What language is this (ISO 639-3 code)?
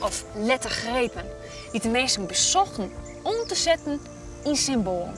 fry